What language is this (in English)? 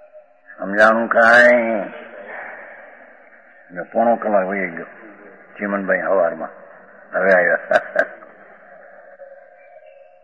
Gujarati